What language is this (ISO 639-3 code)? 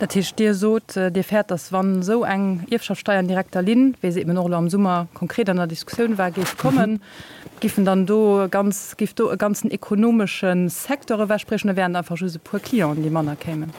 ltz